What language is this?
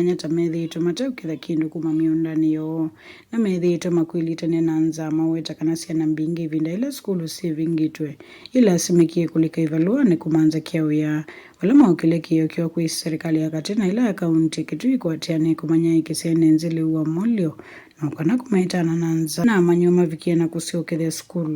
Kamba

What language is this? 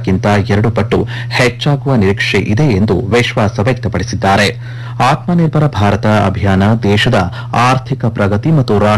Kannada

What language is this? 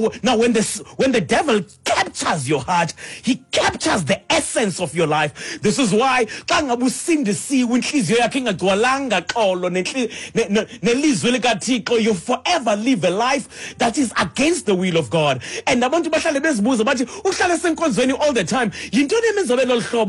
Xhosa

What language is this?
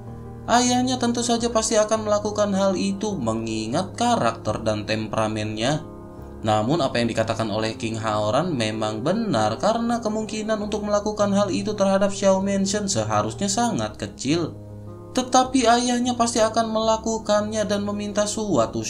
Indonesian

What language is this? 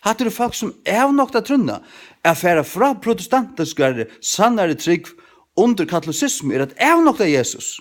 Faroese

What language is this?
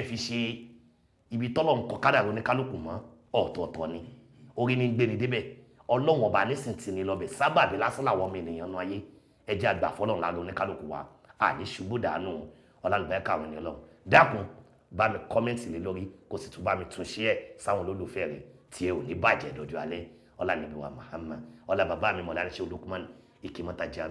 Yoruba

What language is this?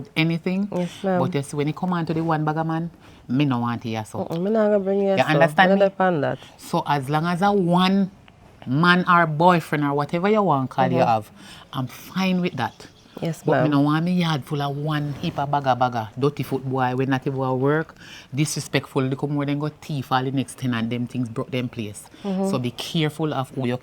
Jamaican Creole English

